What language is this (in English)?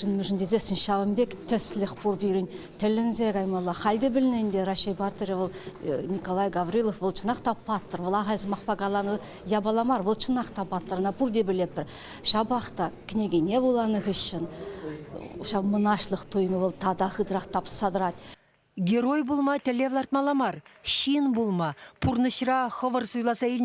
Chuvash